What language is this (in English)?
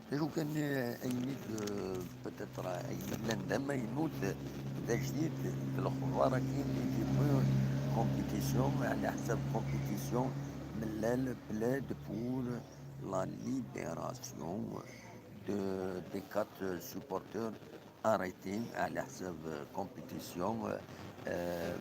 Kabyle